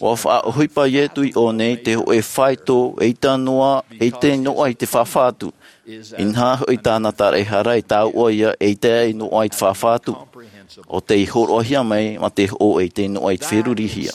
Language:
Tahitian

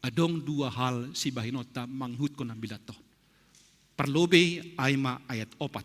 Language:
Batak Simalungun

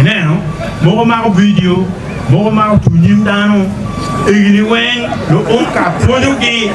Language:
Acoli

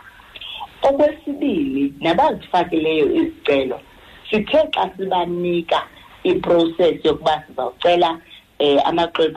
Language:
Xhosa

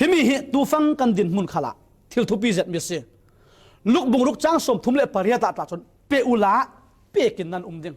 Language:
Falam Chin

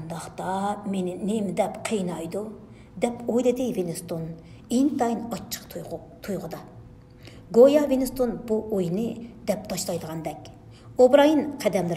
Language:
Uyghur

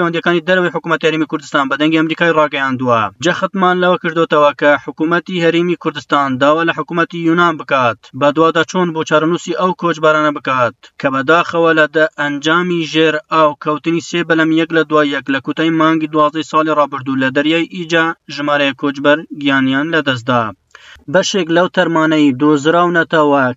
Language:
Central Kurdish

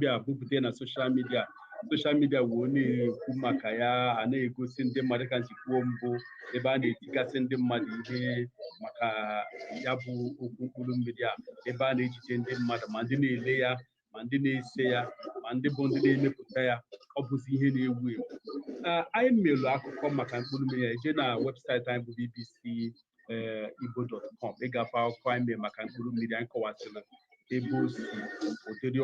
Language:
Igbo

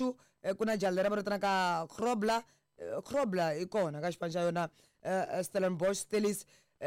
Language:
Tsonga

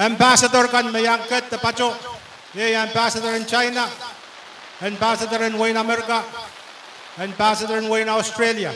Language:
Pohnpeian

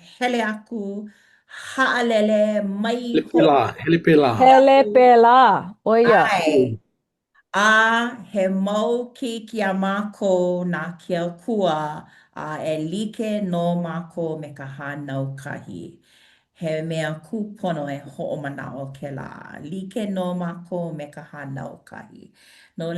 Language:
Hawaiian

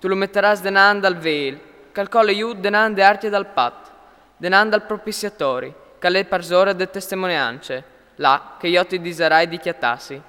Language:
Friulian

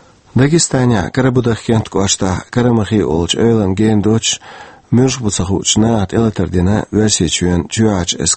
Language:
Chechen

